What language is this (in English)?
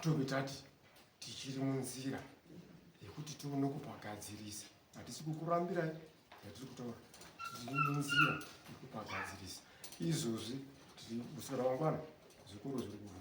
Shona